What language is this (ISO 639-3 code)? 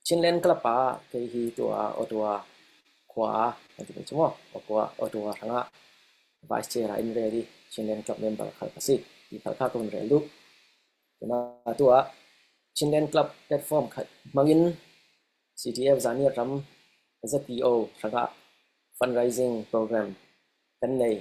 cfm